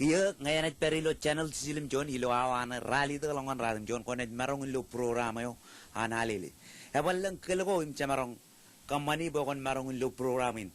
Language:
Marshallese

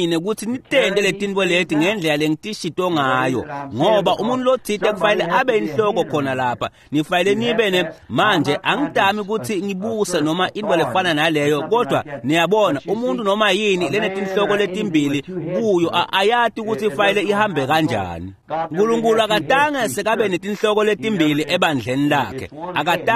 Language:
Swati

